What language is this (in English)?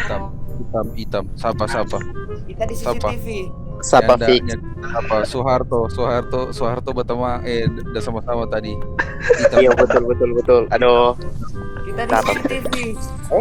Manado Malay